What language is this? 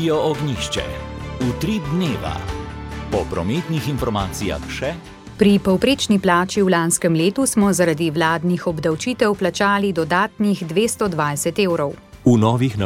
Slovenian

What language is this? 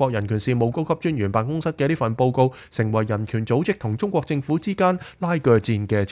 Cantonese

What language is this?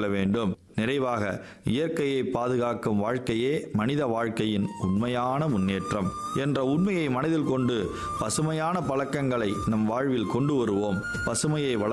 Tamil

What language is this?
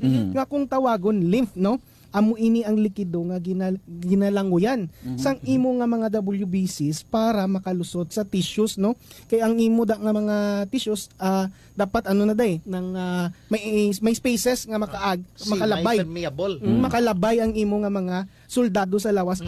Hiligaynon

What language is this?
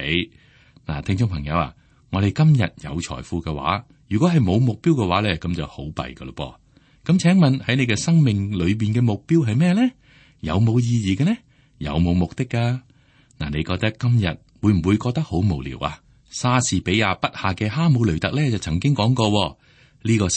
Cantonese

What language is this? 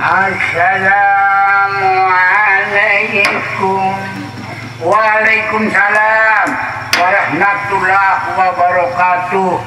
Sasak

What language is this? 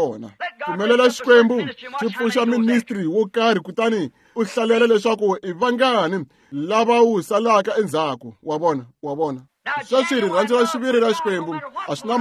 Tsonga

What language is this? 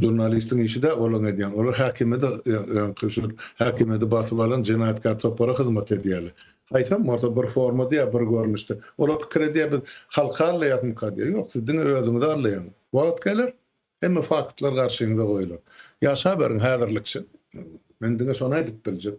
Turkmen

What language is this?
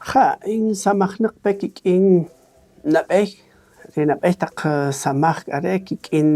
Kaqchikel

